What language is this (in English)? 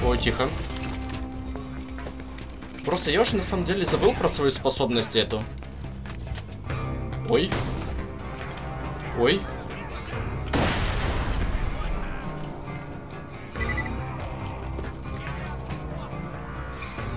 Russian